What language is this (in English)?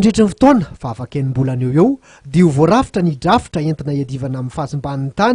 Malagasy